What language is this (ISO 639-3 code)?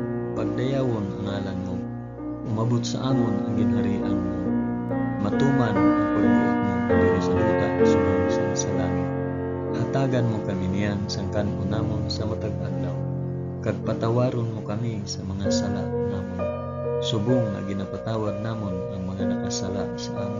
hil